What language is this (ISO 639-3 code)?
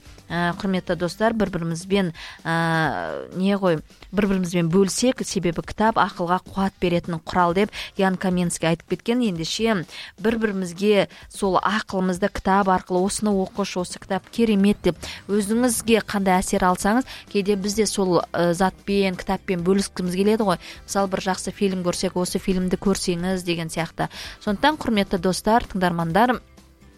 kaz